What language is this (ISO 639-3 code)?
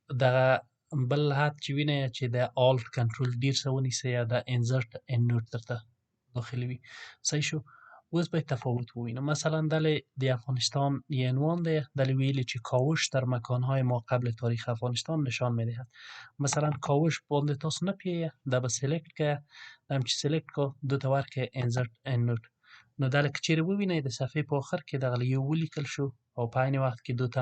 pus